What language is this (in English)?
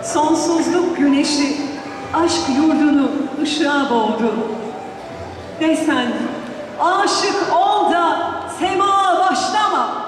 Turkish